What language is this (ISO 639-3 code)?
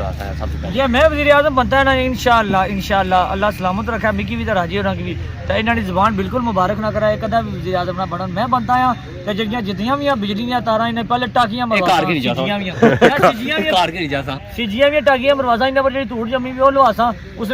phr